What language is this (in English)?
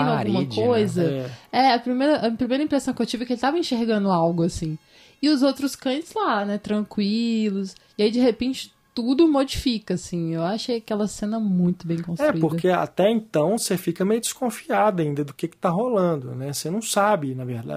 Portuguese